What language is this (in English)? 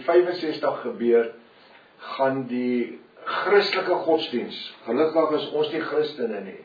Afrikaans